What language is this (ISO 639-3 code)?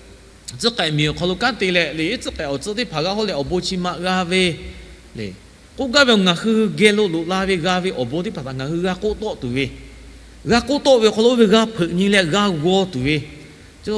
lhu